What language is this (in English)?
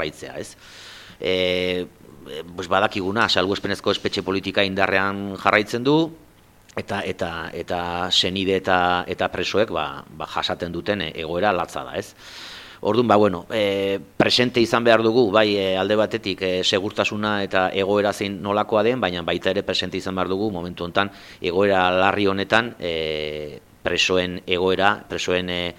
Basque